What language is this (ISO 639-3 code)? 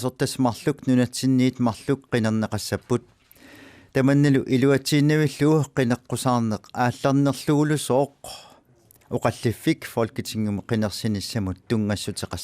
kal